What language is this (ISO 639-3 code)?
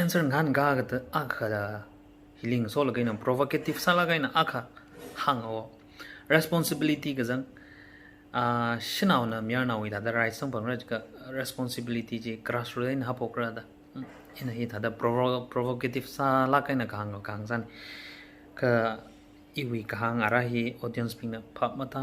nmf